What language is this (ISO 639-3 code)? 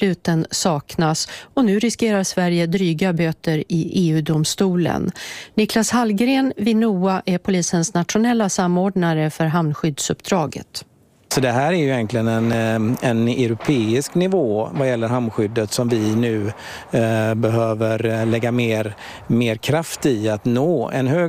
swe